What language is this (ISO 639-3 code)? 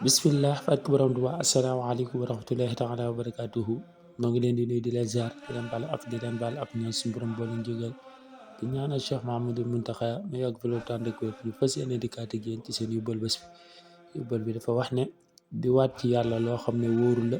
wol